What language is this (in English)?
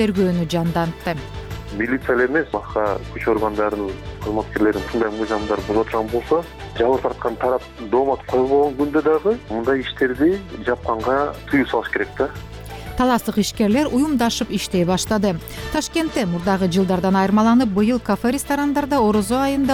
Kyrgyz